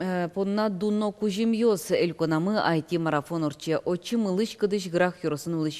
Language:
Udmurt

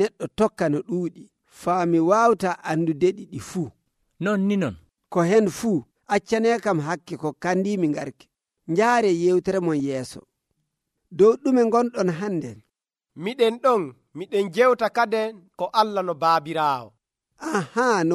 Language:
Nigerian Fulfulde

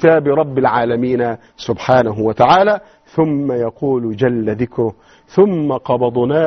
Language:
Arabic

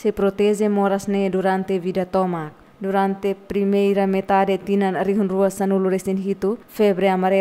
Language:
Tetum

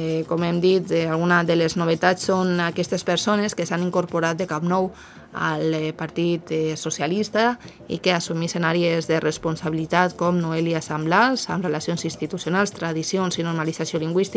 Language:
Catalan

